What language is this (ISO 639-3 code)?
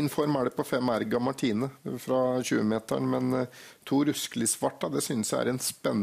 nor